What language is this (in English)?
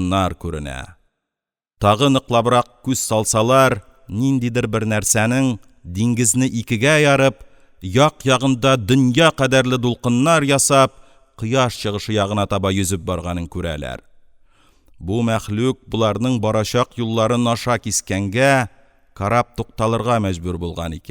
Tatar